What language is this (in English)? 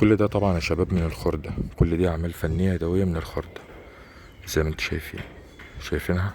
Egyptian Arabic